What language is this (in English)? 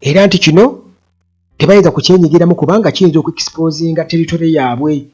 Ganda